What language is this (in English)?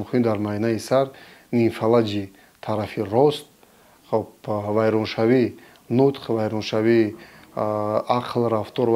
Tajik